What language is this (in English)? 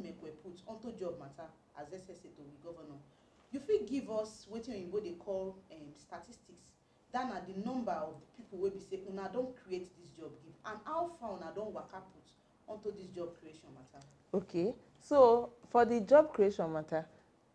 Nigerian Pidgin